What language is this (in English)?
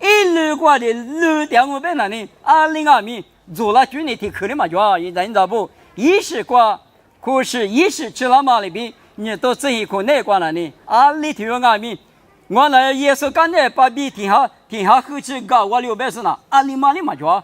Lisu